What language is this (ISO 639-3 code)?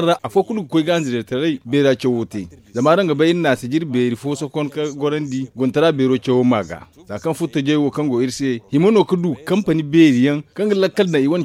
dje